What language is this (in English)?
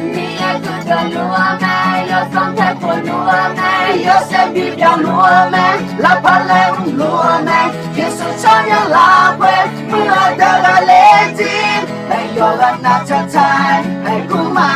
Akha